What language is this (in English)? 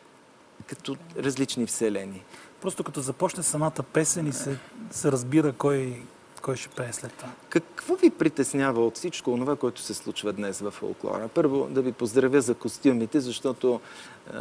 Bulgarian